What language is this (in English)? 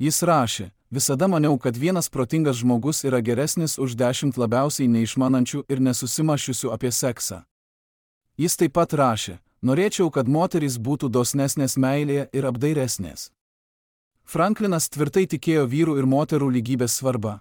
Lithuanian